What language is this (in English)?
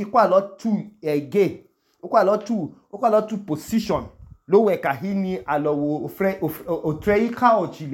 Idoma